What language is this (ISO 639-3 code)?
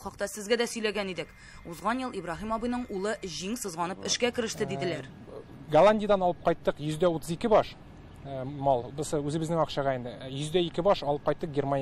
tat